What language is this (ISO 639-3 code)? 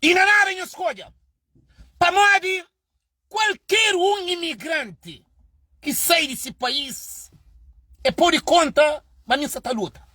kea